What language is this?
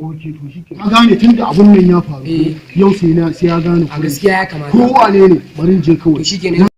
Hausa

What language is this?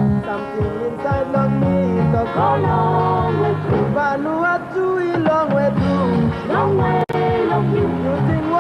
Tok Pisin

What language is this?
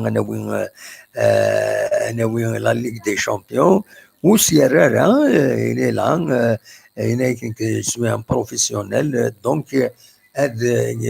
Kabyle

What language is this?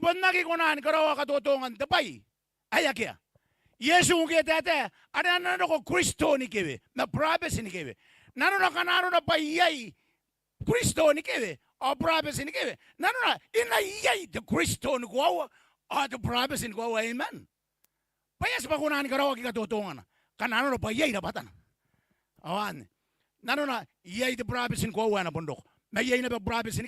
Gilbertese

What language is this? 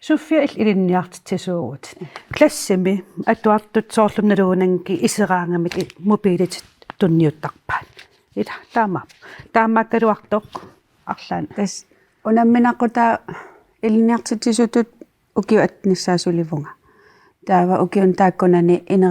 Kalaallisut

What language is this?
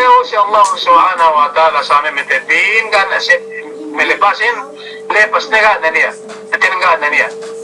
Yakan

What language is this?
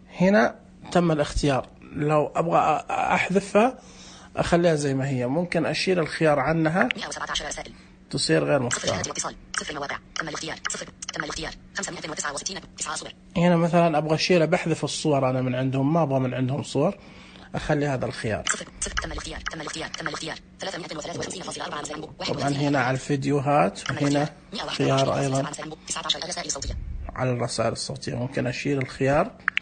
Najdi Arabic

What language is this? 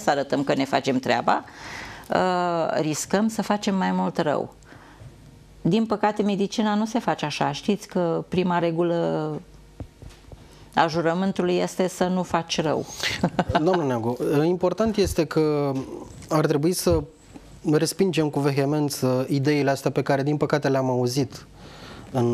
Romanian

